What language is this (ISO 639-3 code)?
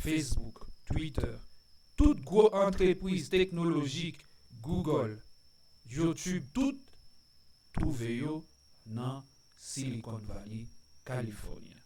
hat